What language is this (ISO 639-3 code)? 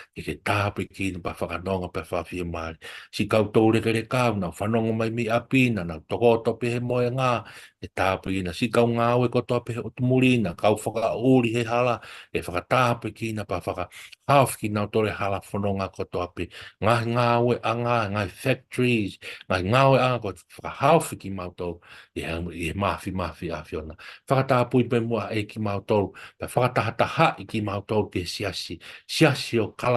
ton